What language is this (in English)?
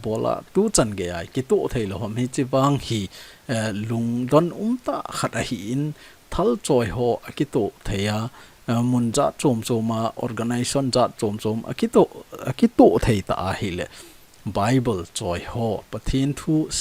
Thado Chin